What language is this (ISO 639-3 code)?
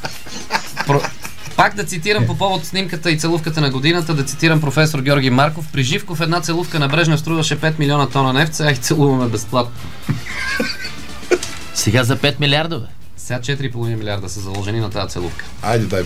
bul